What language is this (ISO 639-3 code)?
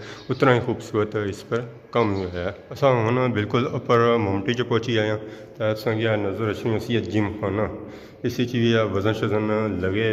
phr